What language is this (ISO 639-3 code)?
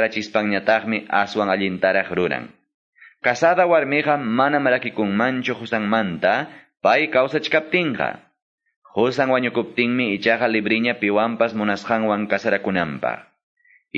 que